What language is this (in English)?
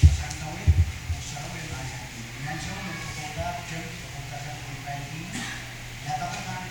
Pohnpeian